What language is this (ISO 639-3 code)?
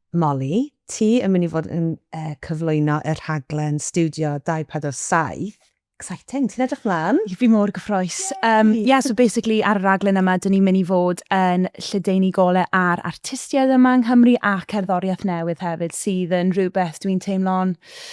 cym